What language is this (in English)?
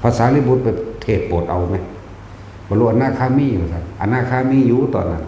Northeastern Thai